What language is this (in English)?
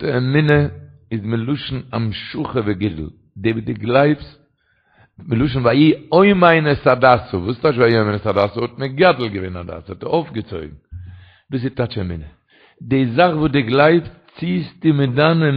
Yiddish